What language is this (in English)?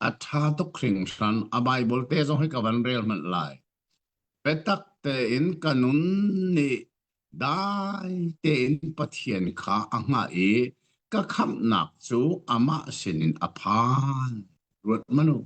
Hakha Chin